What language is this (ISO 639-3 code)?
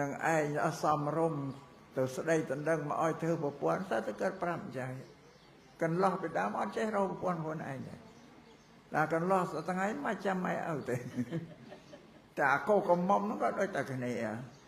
khm